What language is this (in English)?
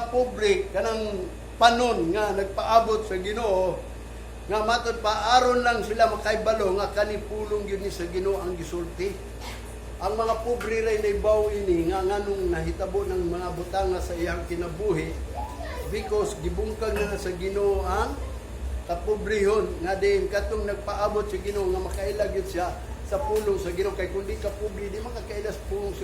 Cebuano